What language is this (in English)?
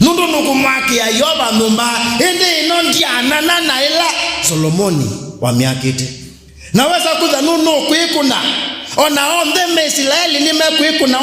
Kamba